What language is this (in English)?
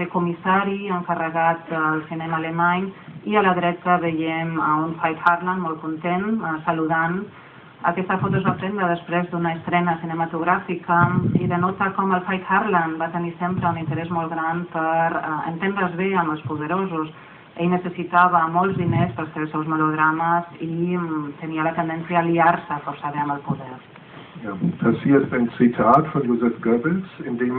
Catalan